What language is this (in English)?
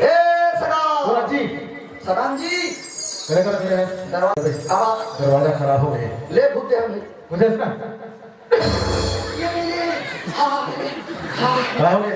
Chhattisgarhi